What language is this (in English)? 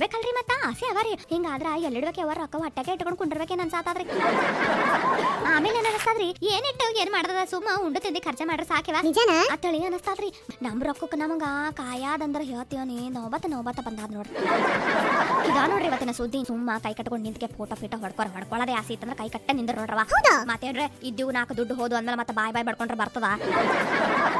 Kannada